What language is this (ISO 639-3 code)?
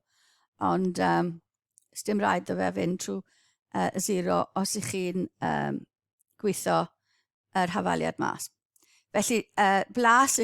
cym